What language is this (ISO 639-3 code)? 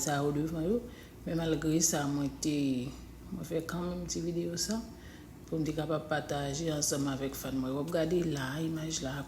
hat